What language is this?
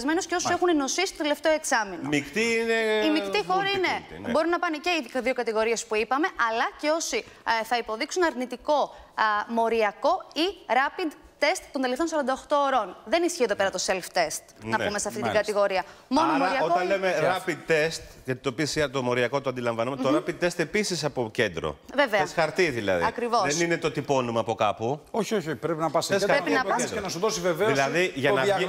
Greek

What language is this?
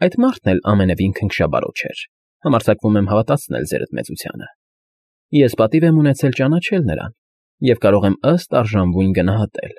Armenian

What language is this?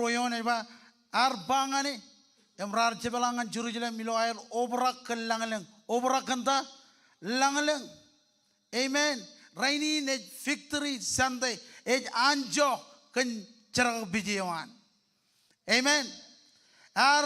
Marshallese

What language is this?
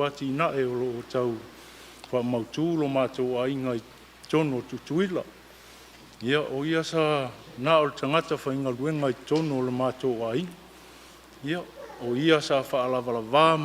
Samoan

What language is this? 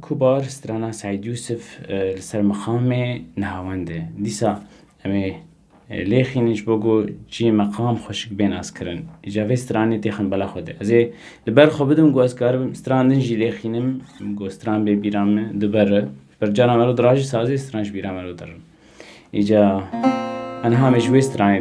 Kurdish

